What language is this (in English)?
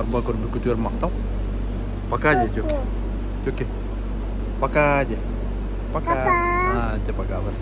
Yakut